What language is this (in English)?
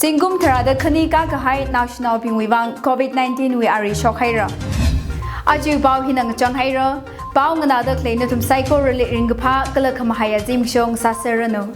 Tangkhul Naga (India)